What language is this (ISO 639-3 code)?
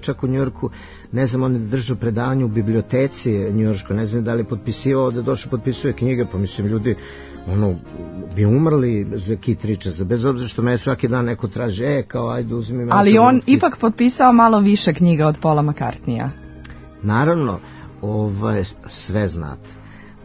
srp